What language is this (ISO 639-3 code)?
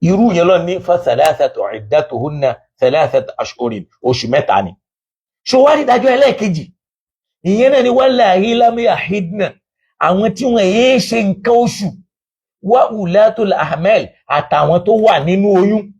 yor